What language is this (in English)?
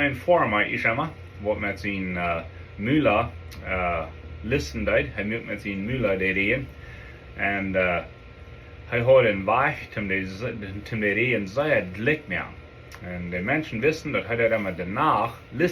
Plautdietsch